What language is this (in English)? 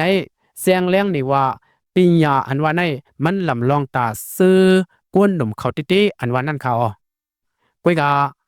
Shan